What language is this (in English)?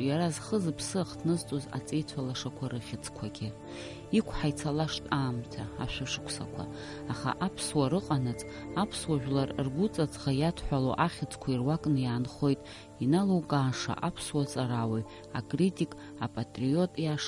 Abkhazian